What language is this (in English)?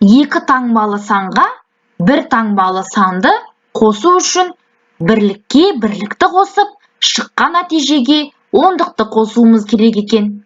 Kazakh